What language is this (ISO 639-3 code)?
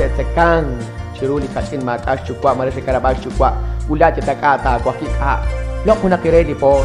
kek